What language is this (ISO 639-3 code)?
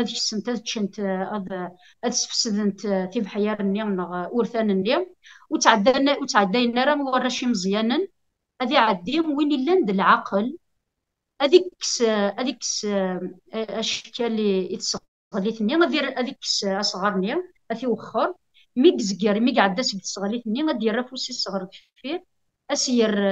kab